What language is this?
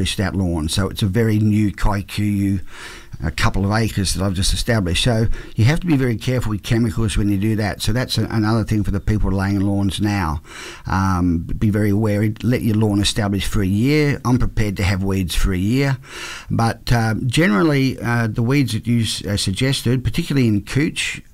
English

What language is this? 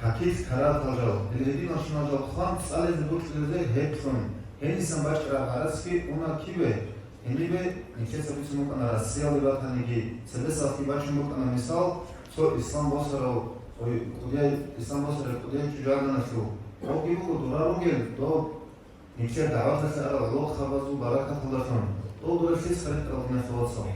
Avaric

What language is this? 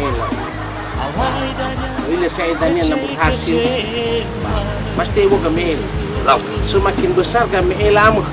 Nias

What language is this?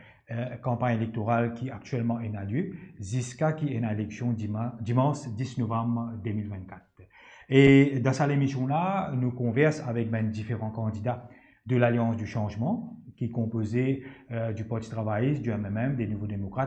Morisyen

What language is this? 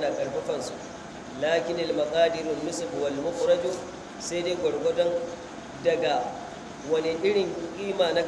Hausa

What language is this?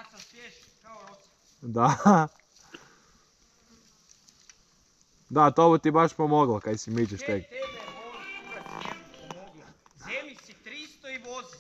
Croatian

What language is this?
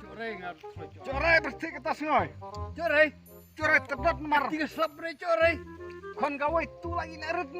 Khasi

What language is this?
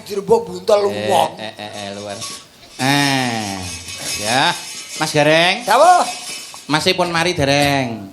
Javanese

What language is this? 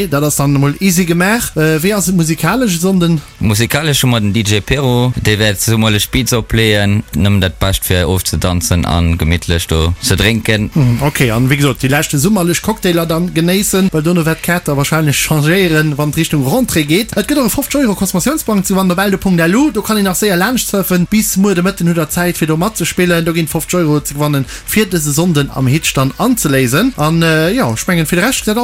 Luxembourgish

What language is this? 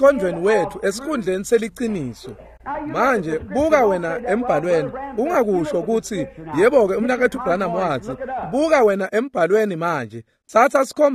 Swati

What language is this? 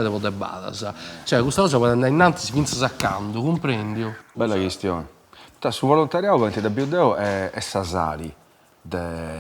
Sardinian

